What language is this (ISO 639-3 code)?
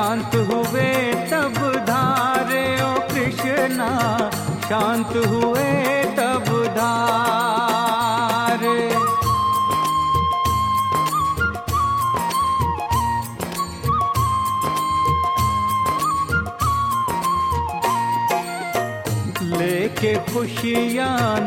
hin